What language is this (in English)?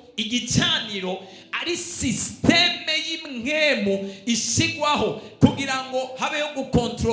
Rundi